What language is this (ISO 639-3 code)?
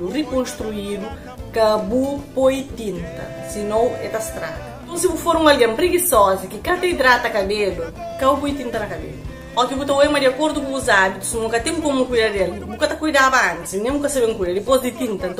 kea